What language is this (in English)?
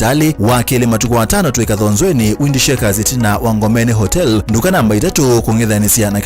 Kamba